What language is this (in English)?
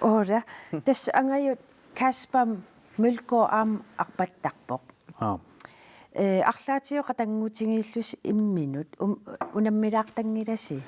Kalaallisut